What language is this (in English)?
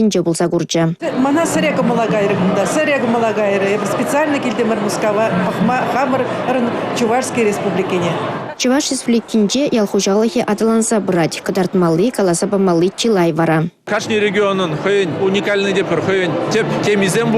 Chuvash